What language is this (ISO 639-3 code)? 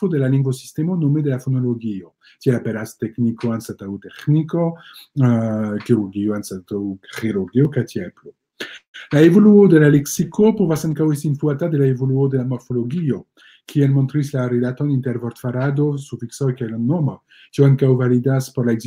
epo